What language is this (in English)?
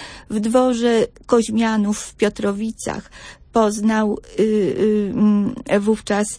Polish